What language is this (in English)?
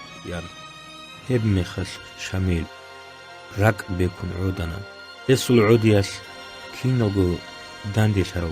Avaric